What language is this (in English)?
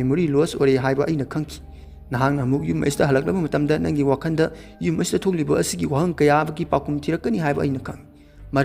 Manipuri